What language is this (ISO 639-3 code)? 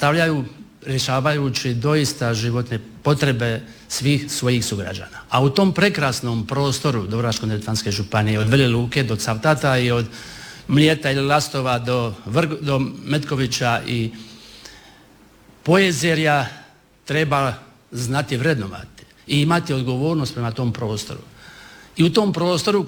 hrv